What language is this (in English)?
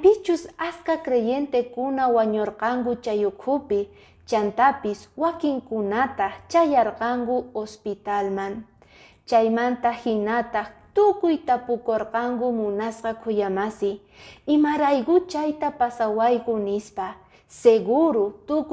Quechua